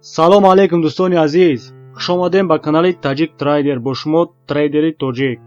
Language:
Tajik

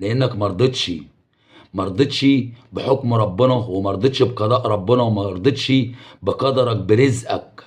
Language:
Egyptian Arabic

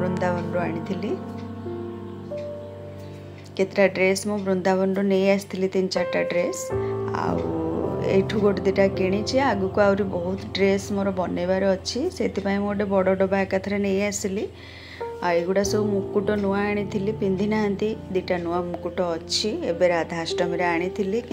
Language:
Odia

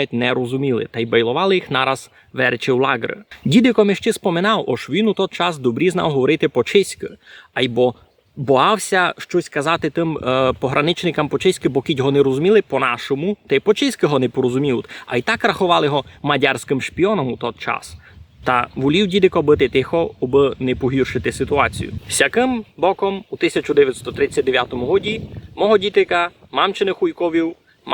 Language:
Rusyn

